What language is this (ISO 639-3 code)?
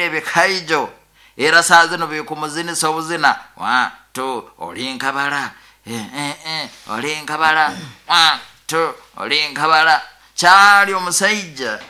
nyo